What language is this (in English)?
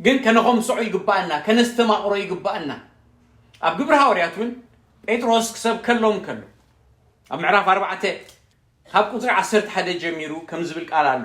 Tigrinya